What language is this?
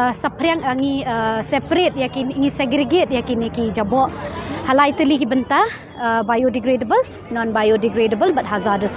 Khasi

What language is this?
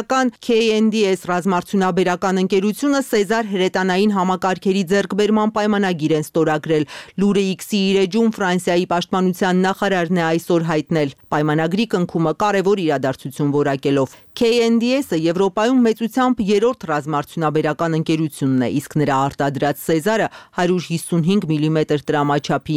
Armenian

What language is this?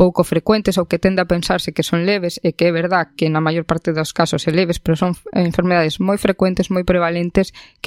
Galician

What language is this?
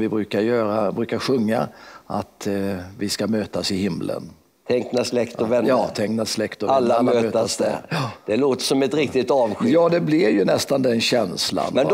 Swedish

